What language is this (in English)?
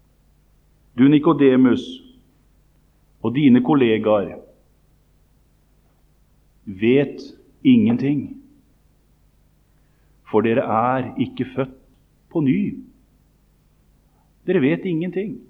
Norwegian